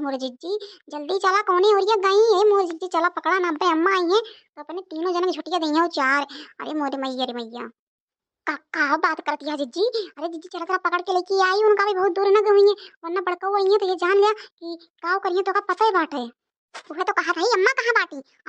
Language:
Awadhi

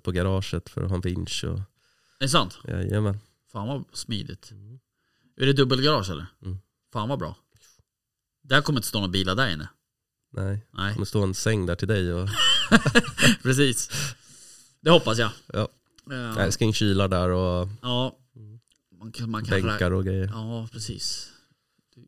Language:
Swedish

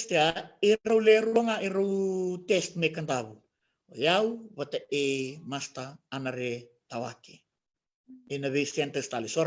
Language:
Fijian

